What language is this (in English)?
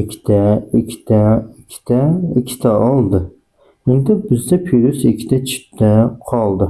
Uzbek